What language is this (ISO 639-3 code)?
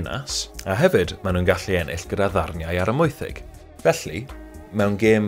cym